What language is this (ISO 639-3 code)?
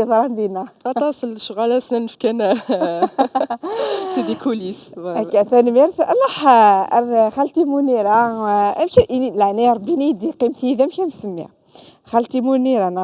kab